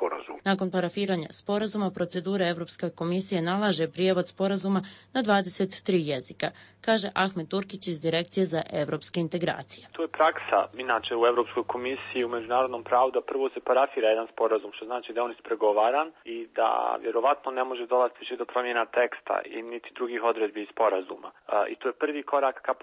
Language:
Bosnian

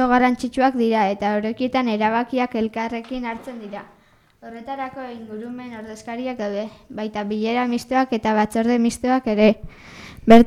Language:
Basque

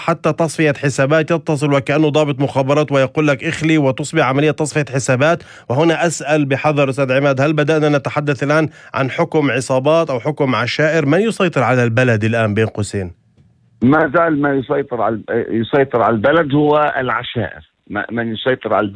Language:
North Levantine Arabic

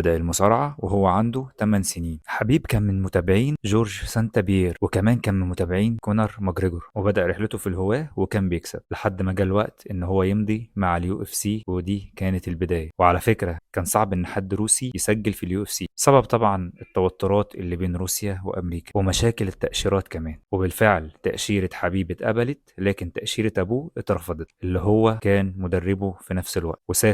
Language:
Egyptian Arabic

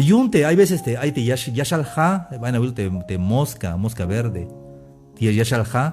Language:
Tzeltal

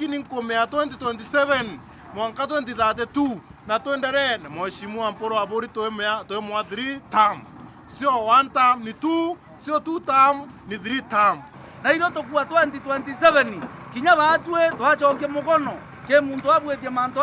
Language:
Meru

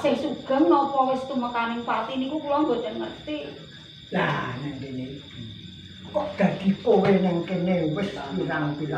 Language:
Javanese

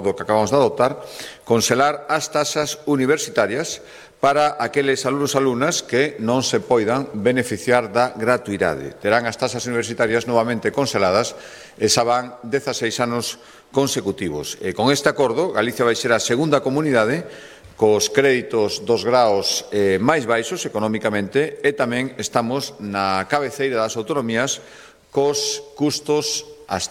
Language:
Galician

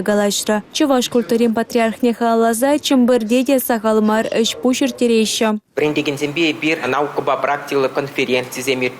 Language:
Chuvash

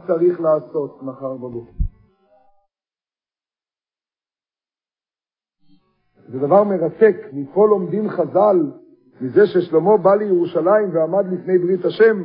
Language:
Hebrew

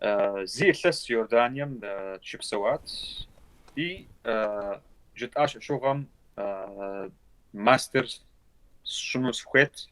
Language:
Kabardian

